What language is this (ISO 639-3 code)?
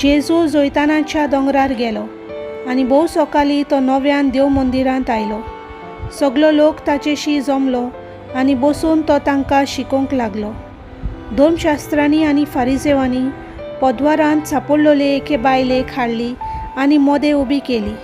kok